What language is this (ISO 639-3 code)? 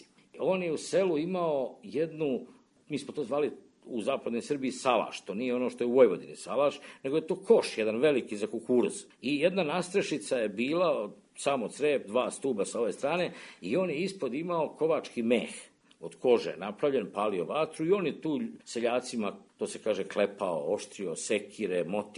srp